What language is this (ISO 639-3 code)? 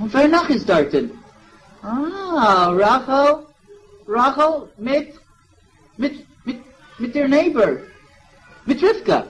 yid